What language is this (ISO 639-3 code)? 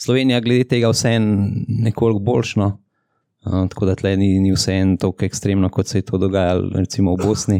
slv